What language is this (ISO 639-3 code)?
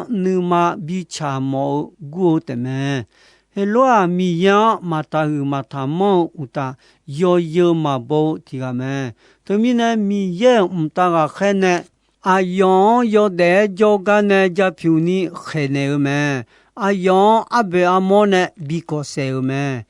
ahk